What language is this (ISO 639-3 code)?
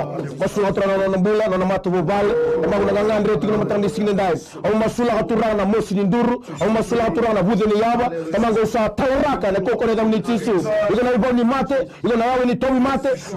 fij